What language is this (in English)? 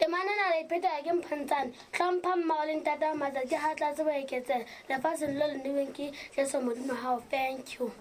Southern Sotho